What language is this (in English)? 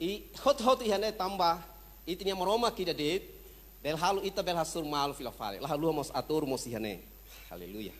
Tetum